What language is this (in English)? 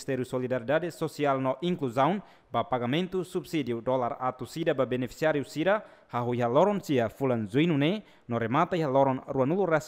Tetum